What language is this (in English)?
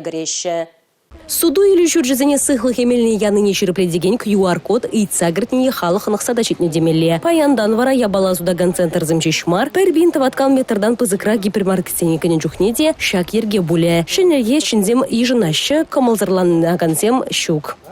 Chuvash